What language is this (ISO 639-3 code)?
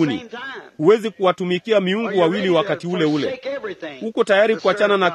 swa